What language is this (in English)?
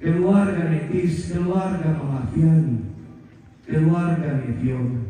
Toraja-Sa'dan